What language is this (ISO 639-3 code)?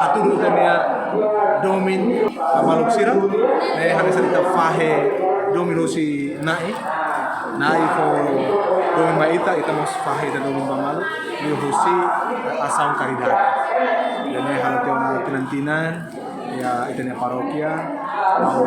tet